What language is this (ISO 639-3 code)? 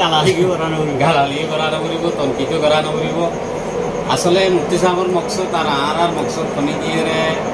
rhg